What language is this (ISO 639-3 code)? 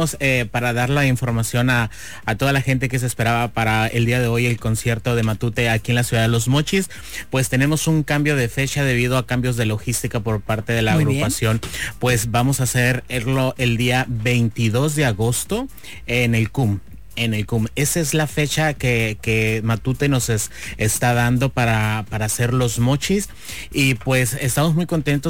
spa